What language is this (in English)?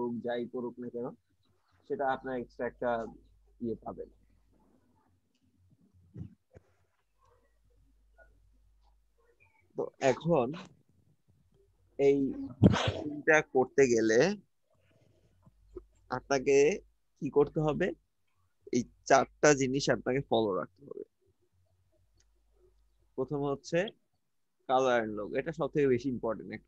Bangla